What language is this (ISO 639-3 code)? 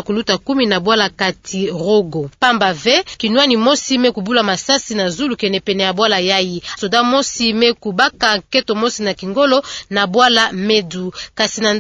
ktu